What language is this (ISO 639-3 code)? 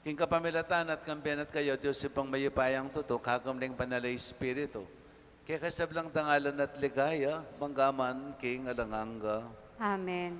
pam